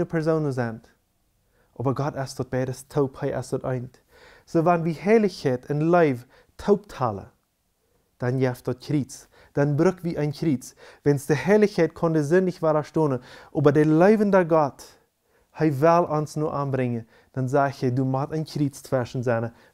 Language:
Plautdietsch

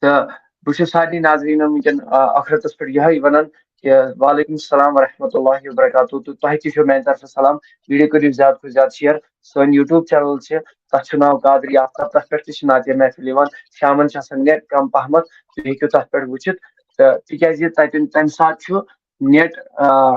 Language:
Kashmiri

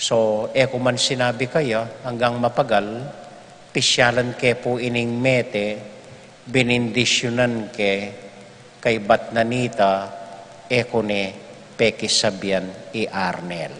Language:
Pampanga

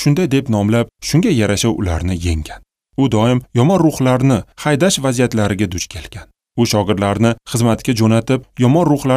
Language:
Uzbek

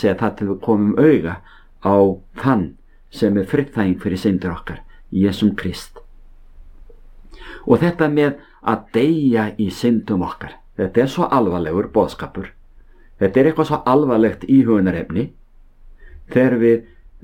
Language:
Icelandic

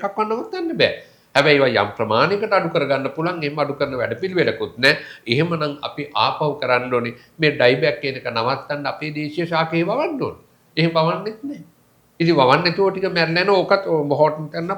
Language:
Sinhala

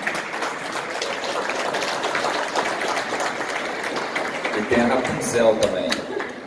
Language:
Portuguese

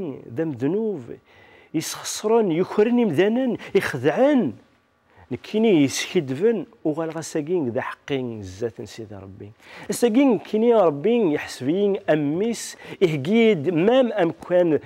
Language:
Kabyle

